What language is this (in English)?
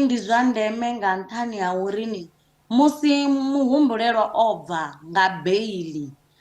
Venda